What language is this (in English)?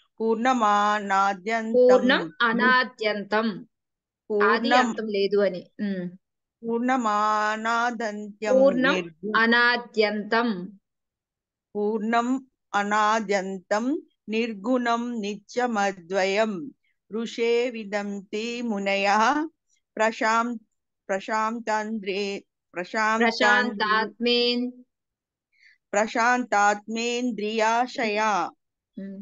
Telugu